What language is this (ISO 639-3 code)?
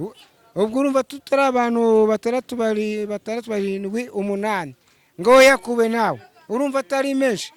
kin